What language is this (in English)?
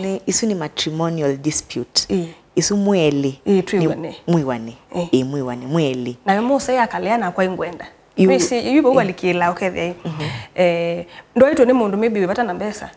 Kamba